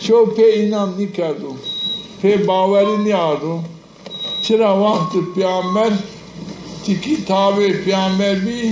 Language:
Zaza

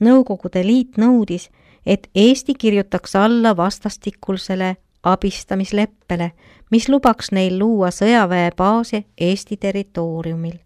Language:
Estonian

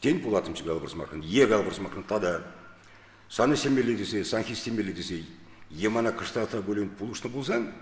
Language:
Chuvash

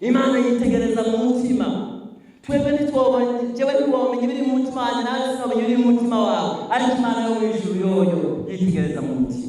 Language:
Rundi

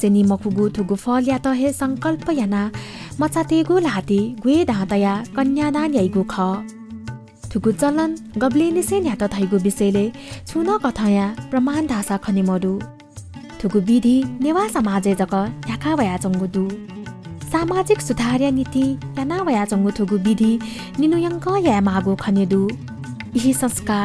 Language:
Newari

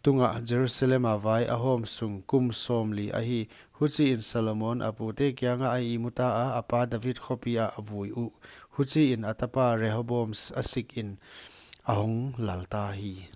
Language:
Paite Chin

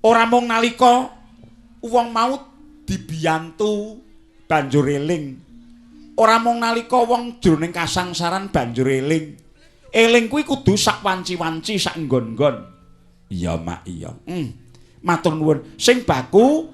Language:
Javanese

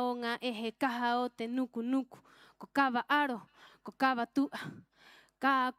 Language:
Rapanui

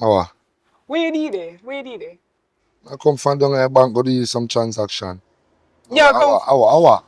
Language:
Jamaican Creole English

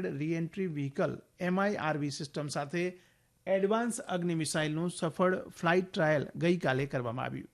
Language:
Gujarati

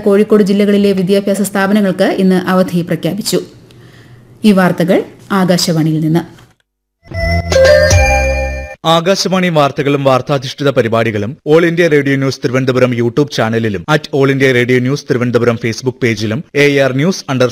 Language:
Malayalam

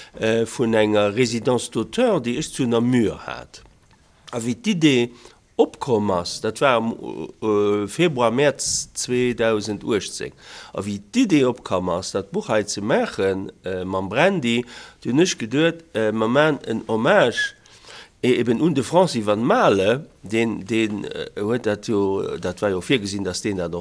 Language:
Luxembourgish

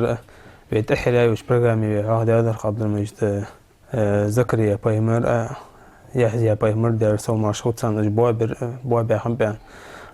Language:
Ingush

